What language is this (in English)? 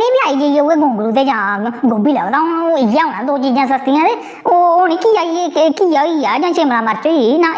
Dogri